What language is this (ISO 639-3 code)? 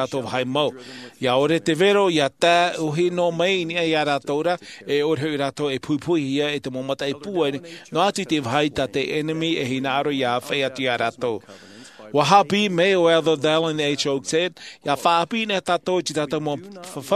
tah